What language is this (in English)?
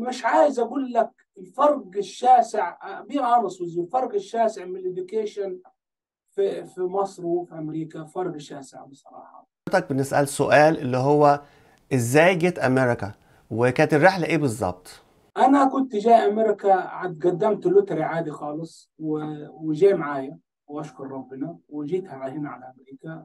Egyptian Arabic